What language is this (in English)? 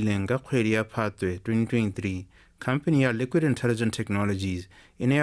Tswana